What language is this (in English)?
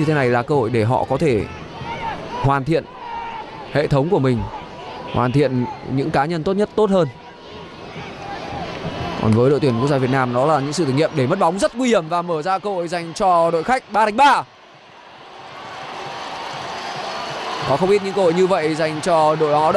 Vietnamese